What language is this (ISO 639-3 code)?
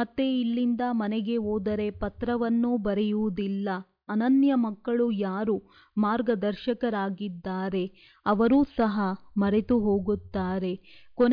kan